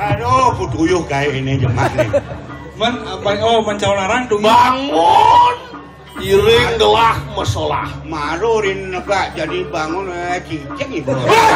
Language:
Balinese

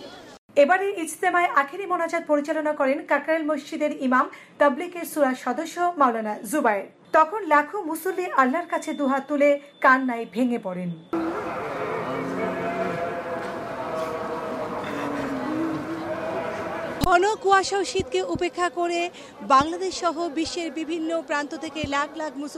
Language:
Bangla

